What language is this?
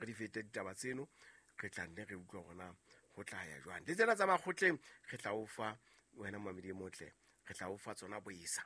Southern Sotho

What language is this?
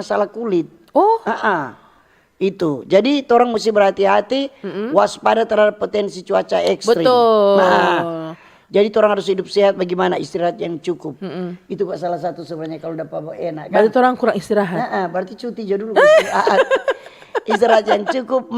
Manado Malay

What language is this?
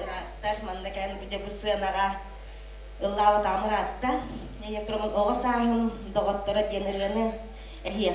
Yakut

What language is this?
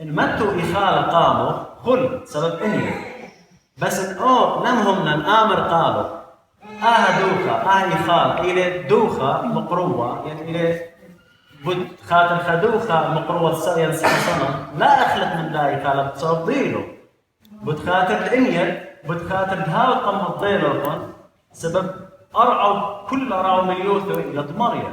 Assyrian Neo-Aramaic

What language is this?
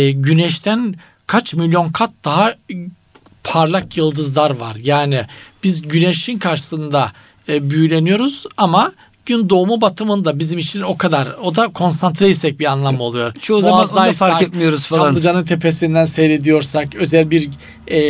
Turkish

